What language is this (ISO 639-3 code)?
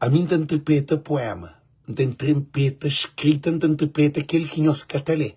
kea